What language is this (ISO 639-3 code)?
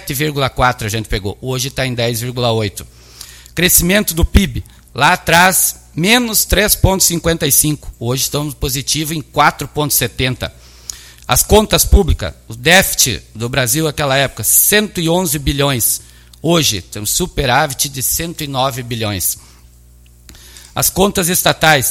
por